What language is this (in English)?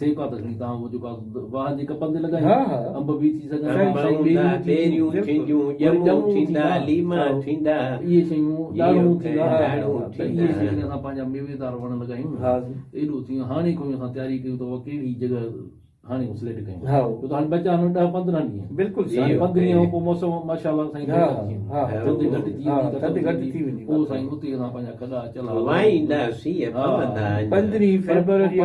Sindhi